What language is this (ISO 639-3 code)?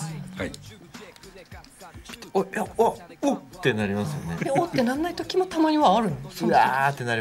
jpn